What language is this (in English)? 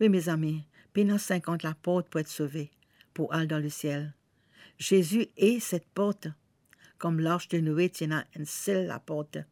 Morisyen